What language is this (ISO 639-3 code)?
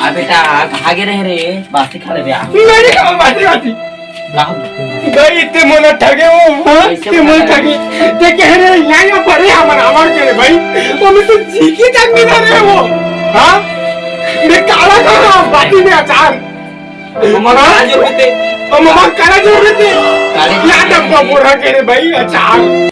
hne